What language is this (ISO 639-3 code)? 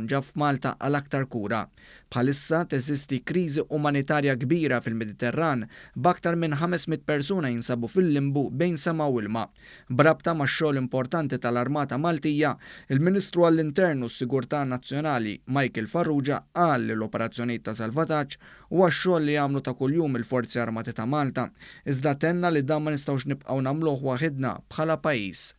mlt